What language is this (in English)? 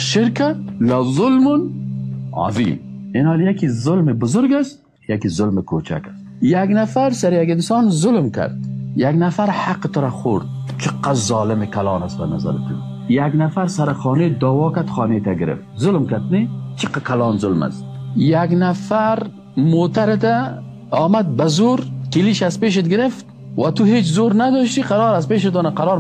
Persian